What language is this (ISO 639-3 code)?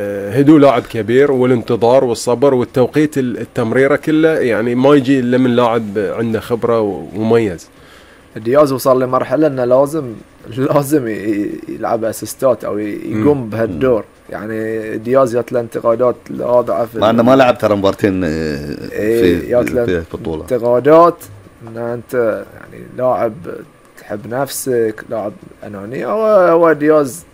afb